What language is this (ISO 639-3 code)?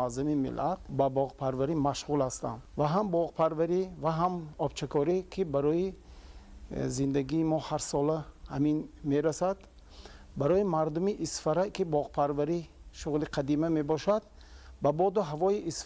tgk